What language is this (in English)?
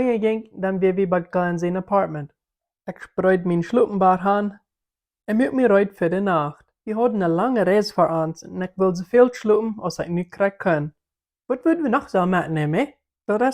Plautdietsch